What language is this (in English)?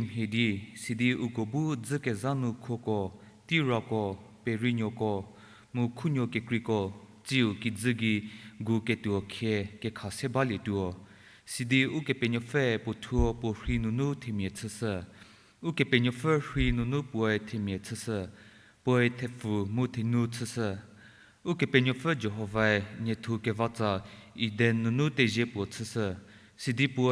Angami Naga